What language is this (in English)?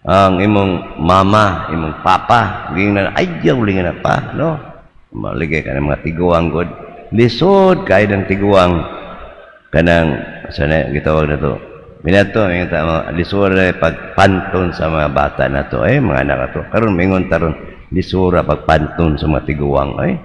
Cebuano